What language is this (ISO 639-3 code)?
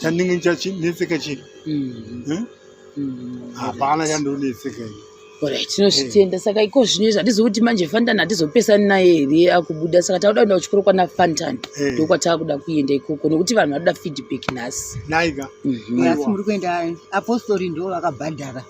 sna